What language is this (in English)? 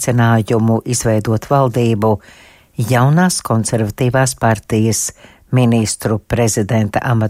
Latvian